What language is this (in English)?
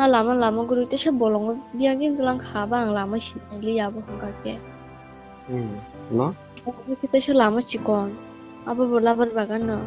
Kok Borok